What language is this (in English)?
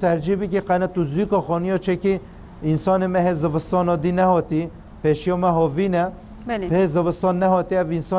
Kurdish